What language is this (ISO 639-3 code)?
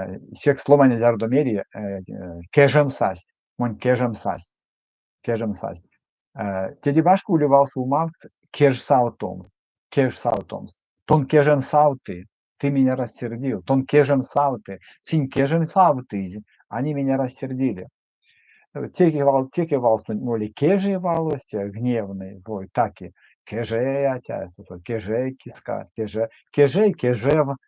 myv